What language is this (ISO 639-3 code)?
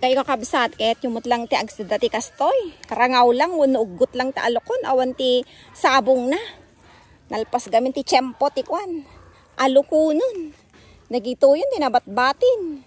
ilo